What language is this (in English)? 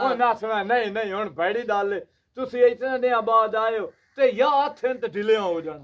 Punjabi